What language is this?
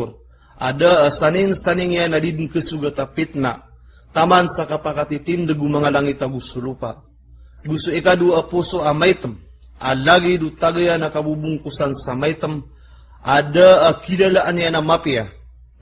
Maranao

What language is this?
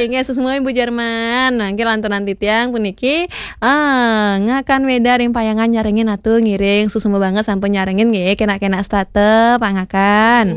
Balinese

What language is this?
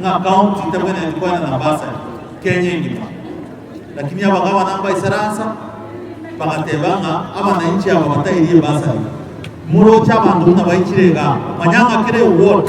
Gusii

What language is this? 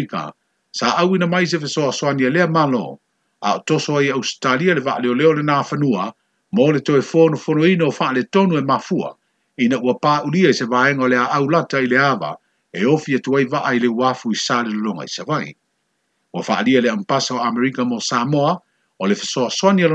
Samoan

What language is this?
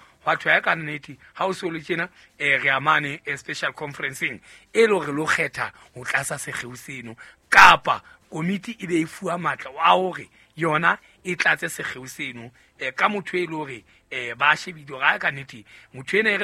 Southern Sotho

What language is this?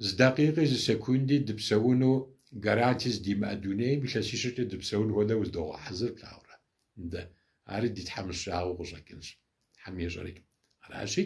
Kabardian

